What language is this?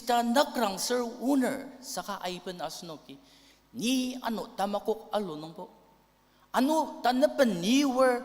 Ao Naga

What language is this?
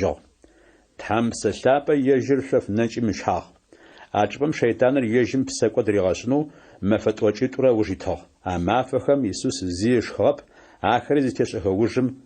Adyghe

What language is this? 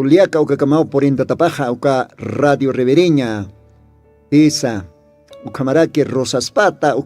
Aymara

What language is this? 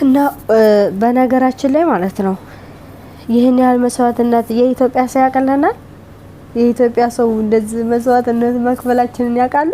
Amharic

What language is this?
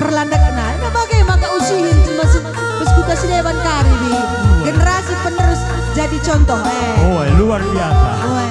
Batak Karo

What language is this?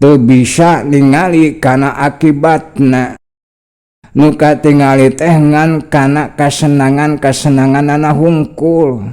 Sundanese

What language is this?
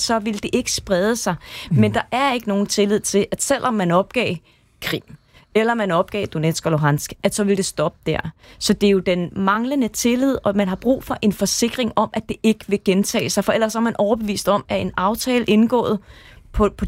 Danish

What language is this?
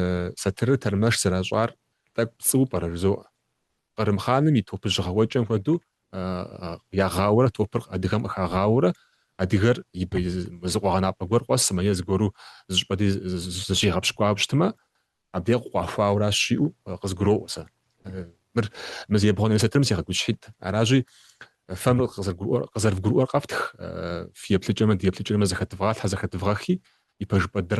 Kabardian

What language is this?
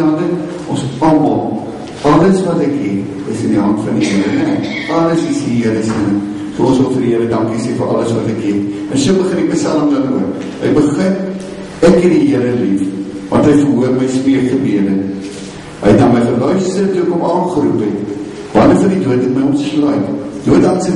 Afrikaans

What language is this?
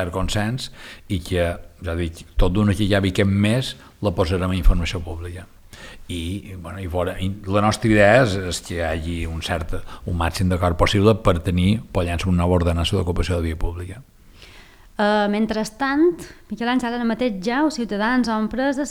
Catalan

